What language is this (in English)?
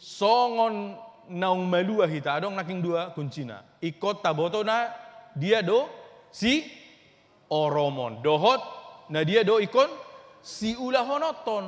Batak Toba